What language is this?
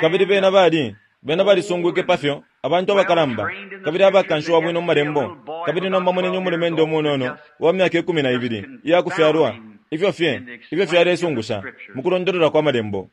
Bemba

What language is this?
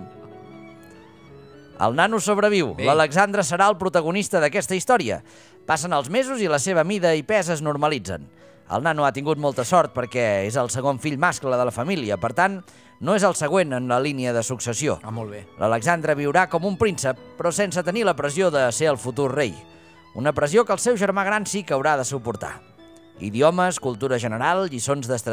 Catalan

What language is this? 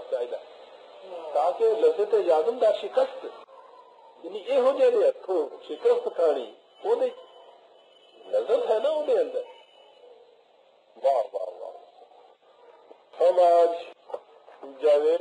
Urdu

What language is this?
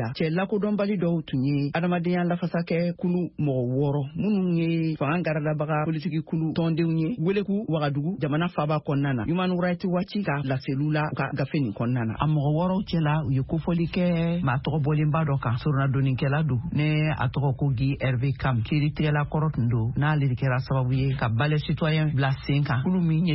Bambara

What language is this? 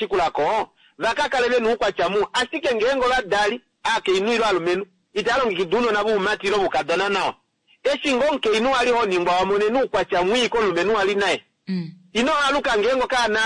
Kuanyama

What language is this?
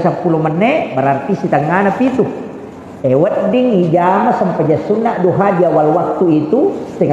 Buginese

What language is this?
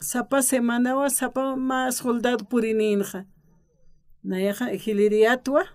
Aymara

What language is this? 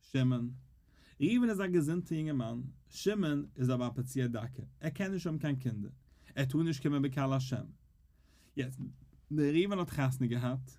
Yiddish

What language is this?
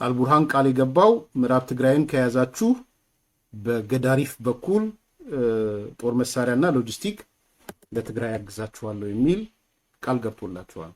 Amharic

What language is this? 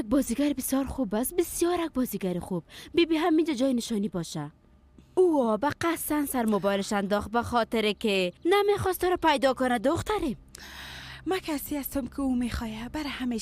Persian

